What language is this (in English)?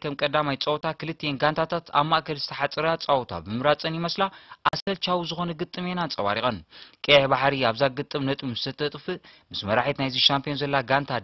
Tigrinya